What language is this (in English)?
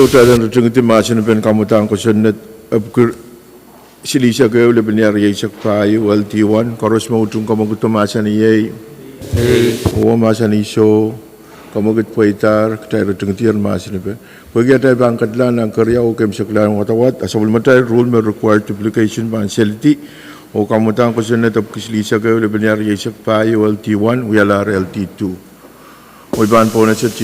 Pohnpeian